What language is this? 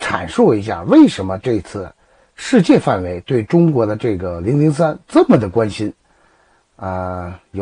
Chinese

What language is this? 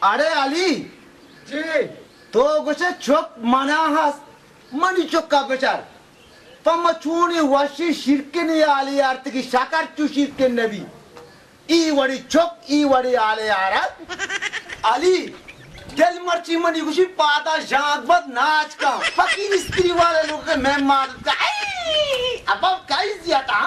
Baluchi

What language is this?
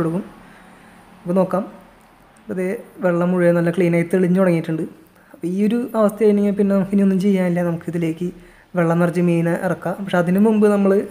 Malayalam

